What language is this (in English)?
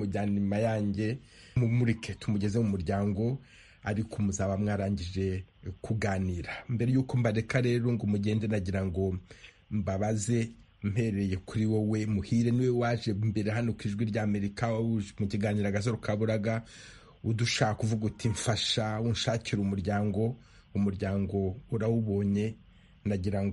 Kinyarwanda